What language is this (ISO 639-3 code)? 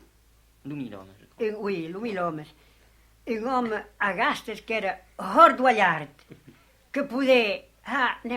oci